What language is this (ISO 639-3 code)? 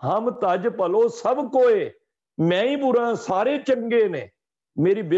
pan